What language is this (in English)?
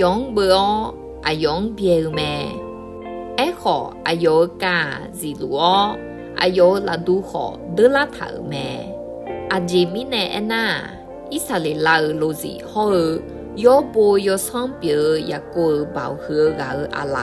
Akha